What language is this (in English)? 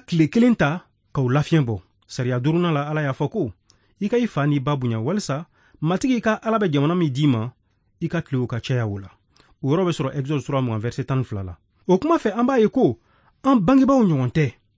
Bambara